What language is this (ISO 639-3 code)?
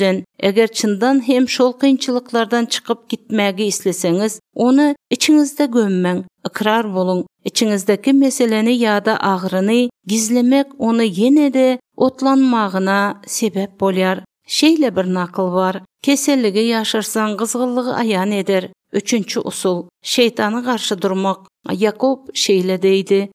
tuk